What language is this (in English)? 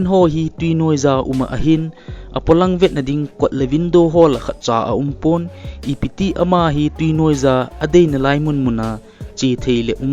Thado Chin